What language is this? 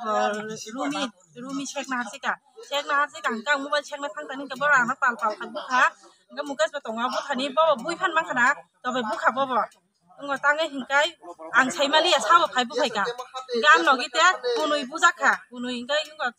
Kok Borok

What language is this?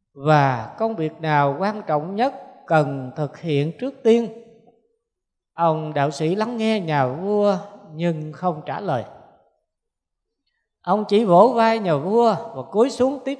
Vietnamese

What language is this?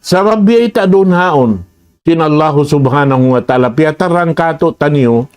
Tausug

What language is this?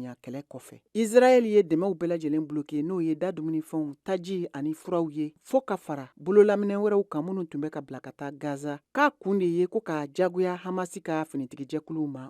Bambara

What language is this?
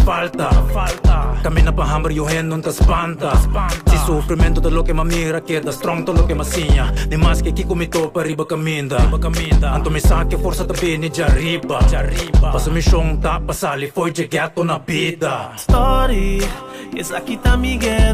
Papiamento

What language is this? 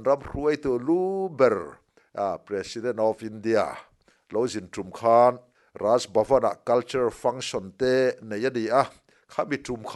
Mizo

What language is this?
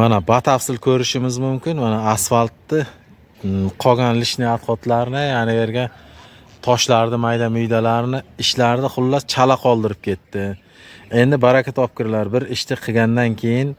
Uzbek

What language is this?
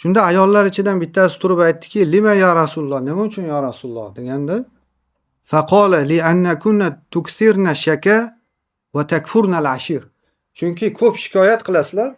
Uzbek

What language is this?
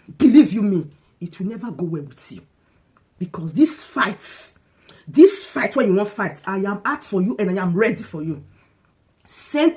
Nigerian Pidgin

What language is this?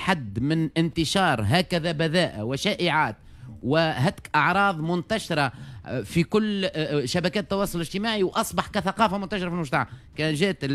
Tunisian Arabic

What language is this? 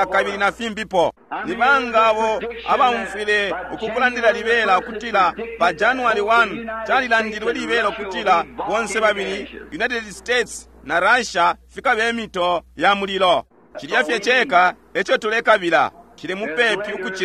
Bemba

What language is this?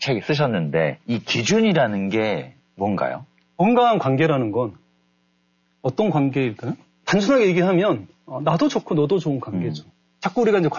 Korean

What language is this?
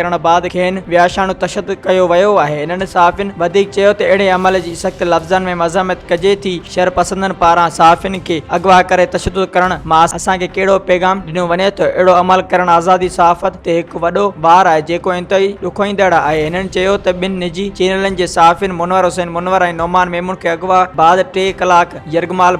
Sindhi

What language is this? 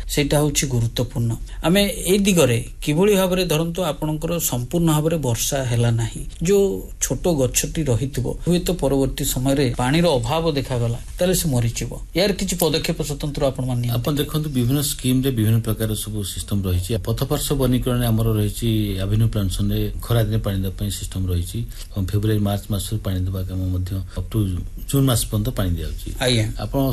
Odia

